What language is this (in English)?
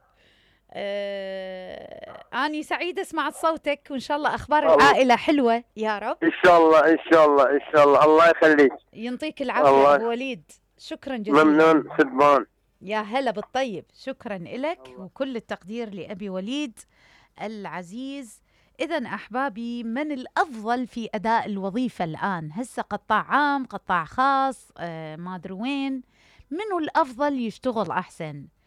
Mesopotamian Arabic